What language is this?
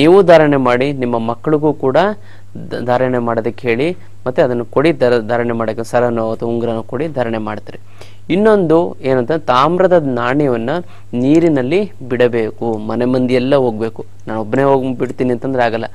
Kannada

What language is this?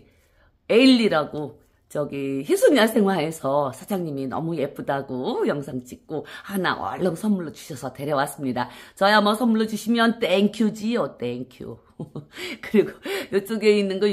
Korean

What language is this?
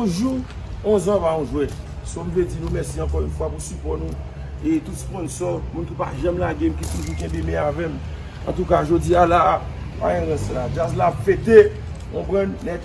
Haitian Creole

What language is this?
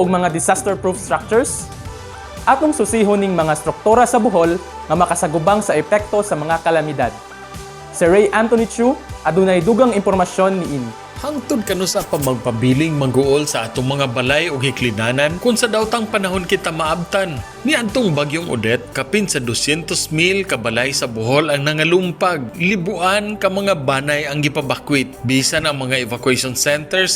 Cebuano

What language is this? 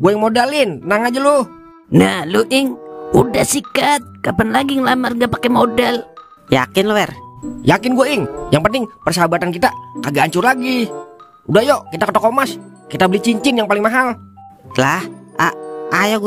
Betawi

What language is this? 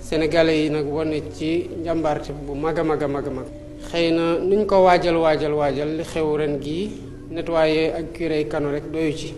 Wolof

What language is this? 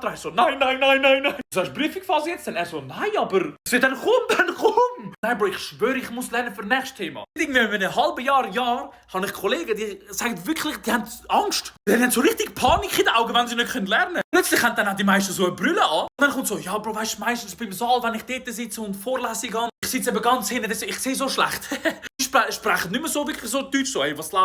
Swiss German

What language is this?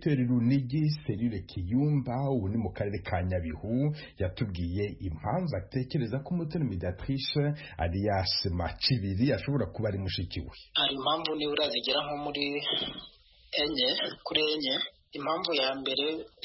Kinyarwanda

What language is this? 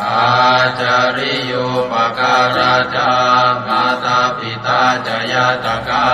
Pali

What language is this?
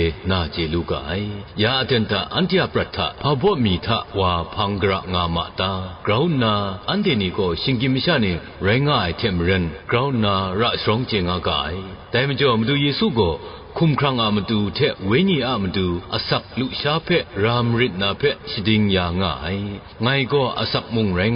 Kachin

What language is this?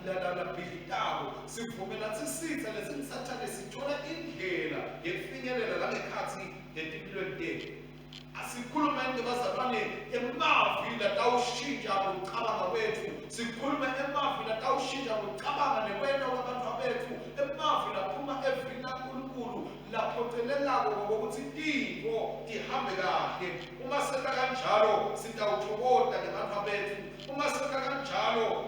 Swati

